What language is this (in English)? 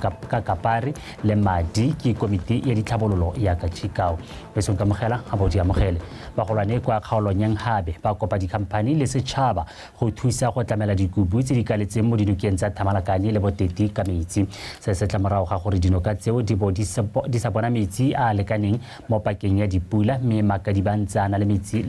Tswana